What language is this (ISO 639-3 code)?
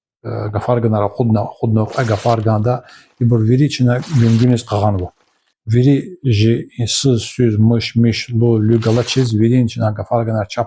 lez